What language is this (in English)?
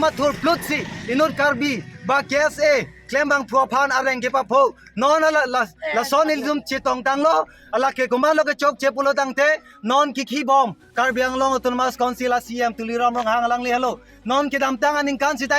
Karbi